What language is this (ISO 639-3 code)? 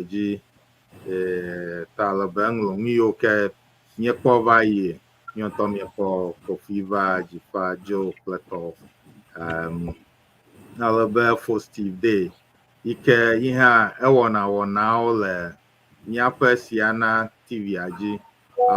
ewe